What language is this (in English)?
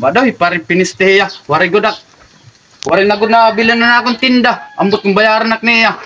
Waray